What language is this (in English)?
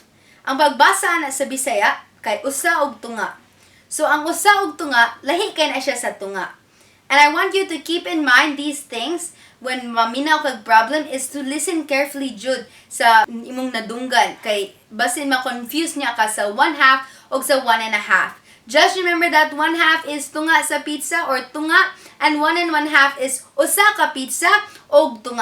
Cebuano